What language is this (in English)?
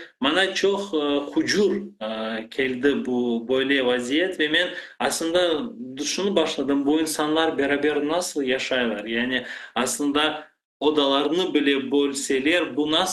Crimean Tatar